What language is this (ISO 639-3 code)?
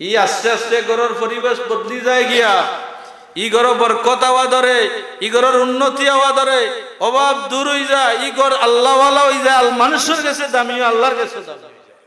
syl